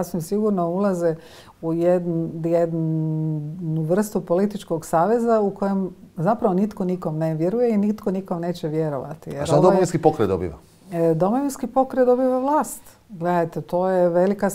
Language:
Croatian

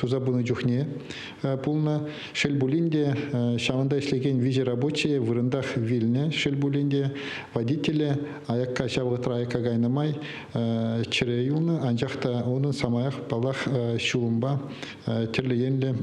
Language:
Chuvash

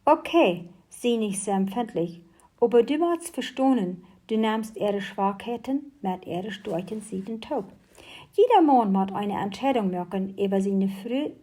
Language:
Plautdietsch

